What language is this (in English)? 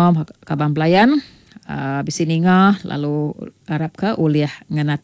Iban